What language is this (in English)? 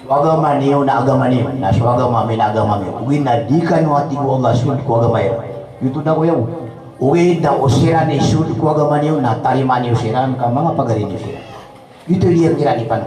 Maranao